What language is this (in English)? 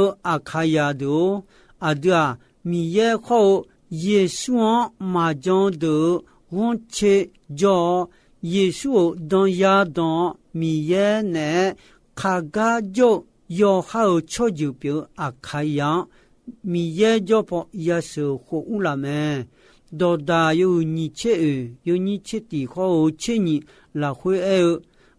Akha